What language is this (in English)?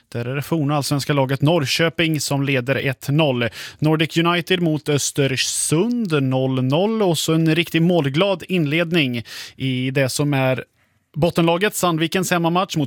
Swedish